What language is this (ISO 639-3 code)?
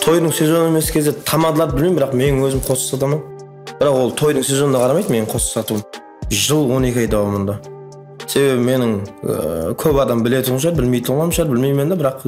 kaa